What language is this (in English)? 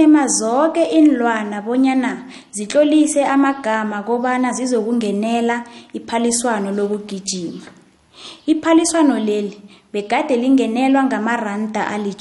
South Ndebele